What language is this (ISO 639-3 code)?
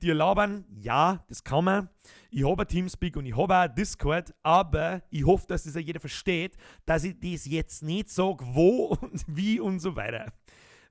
bar